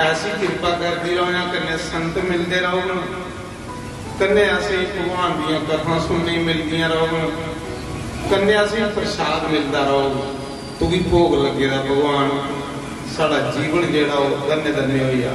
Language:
Dogri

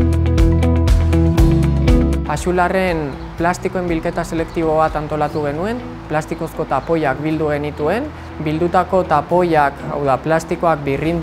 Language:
Basque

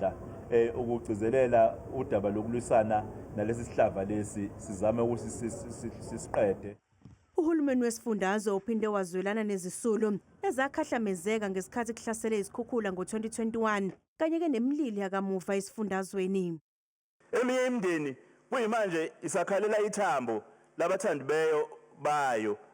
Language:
Zulu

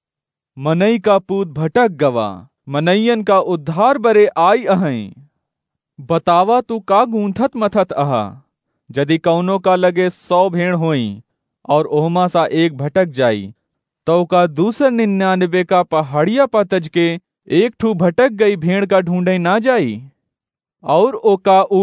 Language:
Awadhi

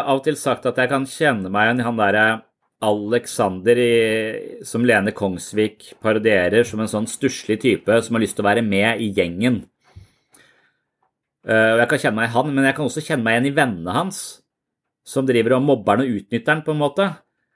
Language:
Norwegian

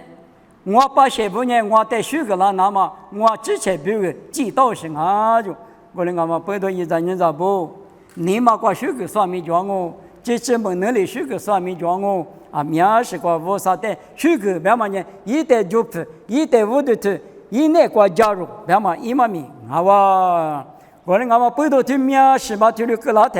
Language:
Lisu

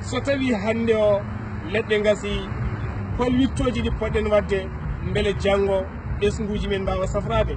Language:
Fula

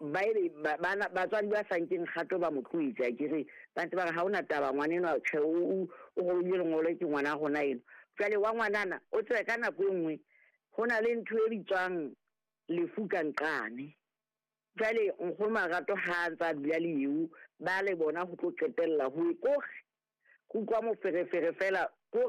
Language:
Southern Sotho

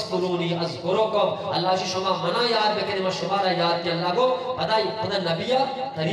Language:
Eastern Balochi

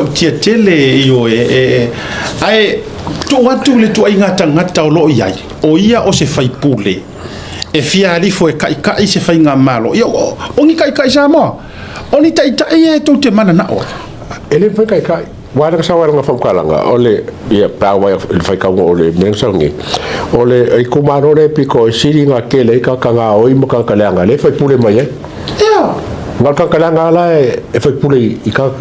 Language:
Samoan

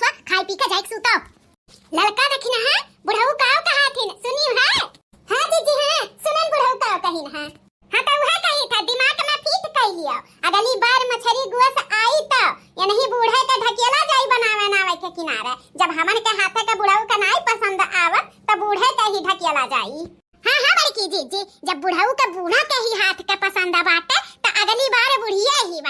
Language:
Bhojpuri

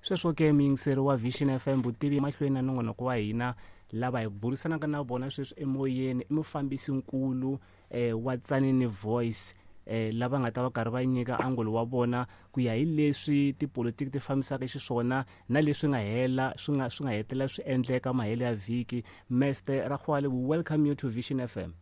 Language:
Tsonga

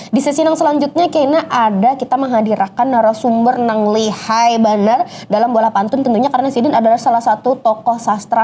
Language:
Banjar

